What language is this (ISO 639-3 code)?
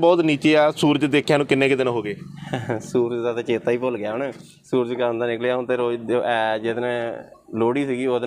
pan